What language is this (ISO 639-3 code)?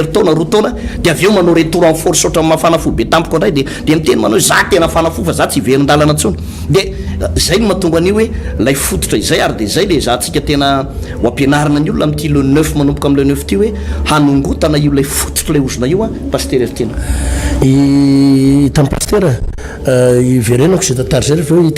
mlg